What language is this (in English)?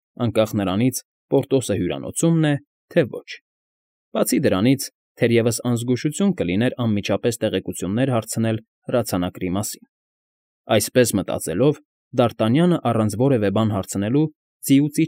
Armenian